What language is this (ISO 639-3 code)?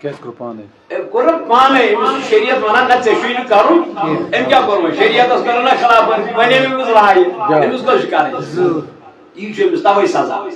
kas